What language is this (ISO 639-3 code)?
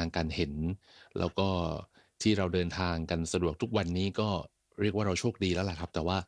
tha